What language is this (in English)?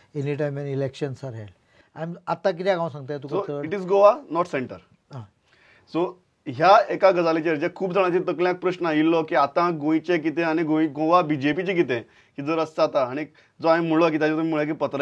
Konkani